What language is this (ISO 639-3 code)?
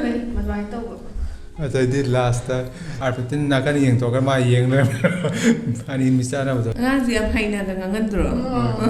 mni